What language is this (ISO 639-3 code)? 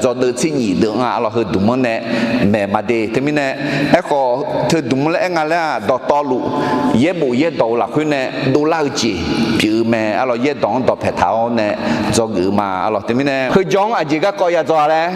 ahk